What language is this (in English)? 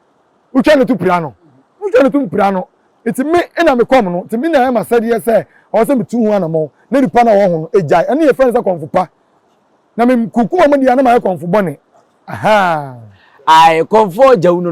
Akan